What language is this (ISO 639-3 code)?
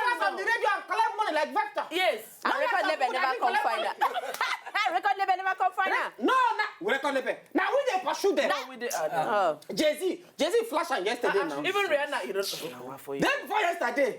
pcm